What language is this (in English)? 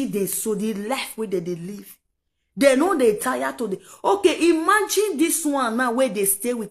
Nigerian Pidgin